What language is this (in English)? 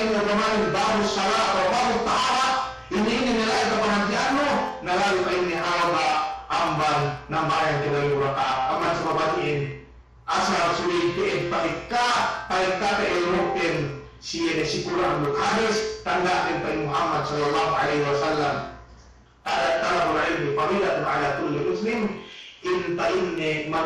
Yakan